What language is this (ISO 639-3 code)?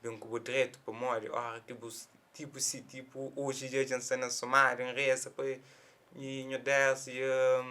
kea